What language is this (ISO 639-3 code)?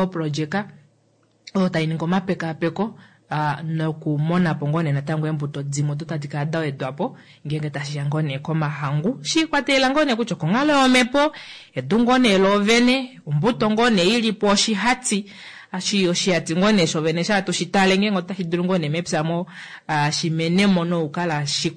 kua